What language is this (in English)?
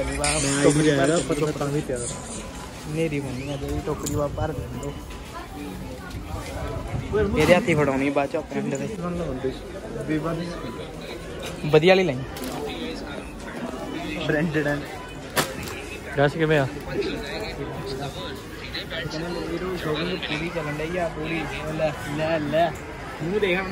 Punjabi